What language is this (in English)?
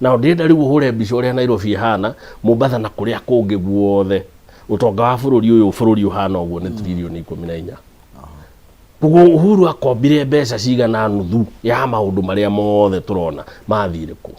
Kikuyu